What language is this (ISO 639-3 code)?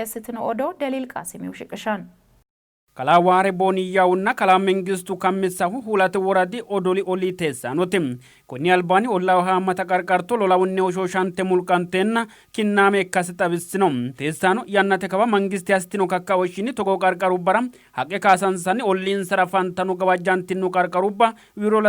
sid